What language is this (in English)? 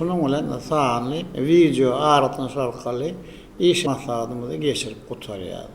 Turkmen